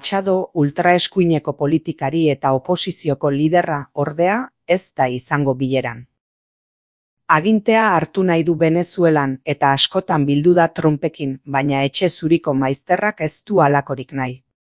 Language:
Basque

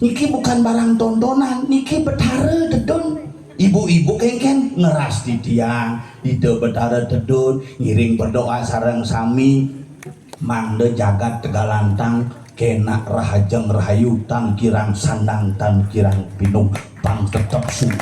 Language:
Balinese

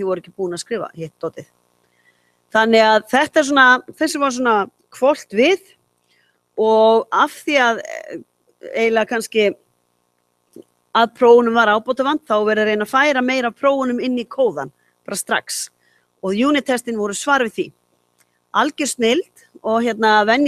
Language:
Icelandic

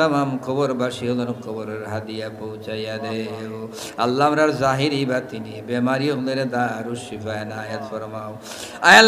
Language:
Sylheti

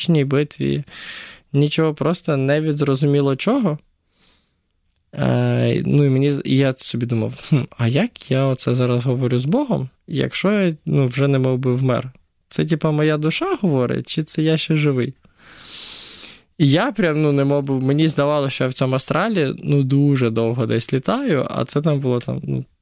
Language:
Ukrainian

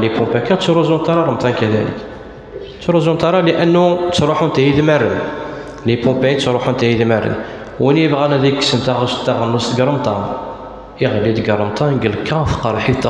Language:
Kabyle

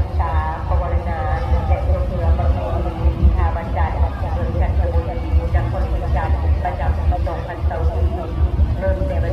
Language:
Lao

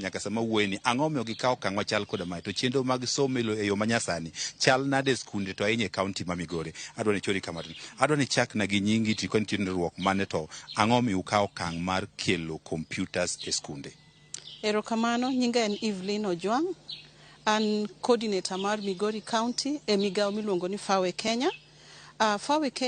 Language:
Luo (Kenya and Tanzania)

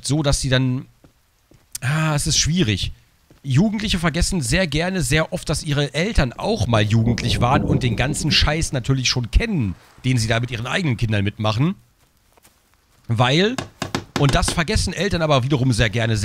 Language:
German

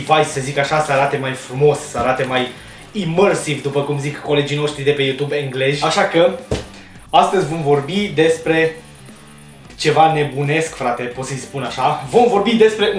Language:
Romanian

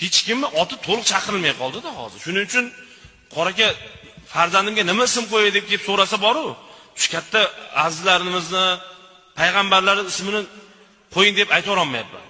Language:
Uzbek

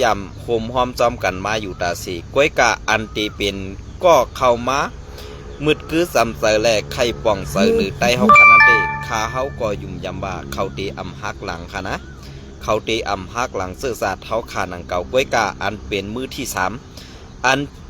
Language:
Shan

